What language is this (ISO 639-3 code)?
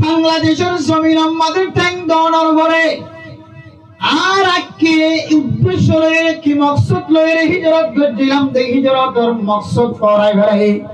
rhg